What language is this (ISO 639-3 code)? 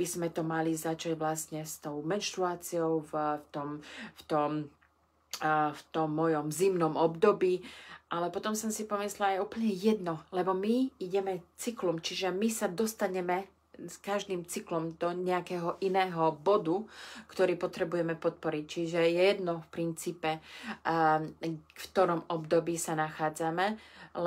slk